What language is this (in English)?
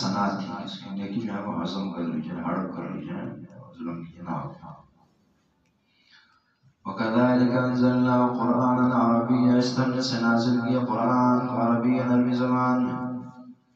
Urdu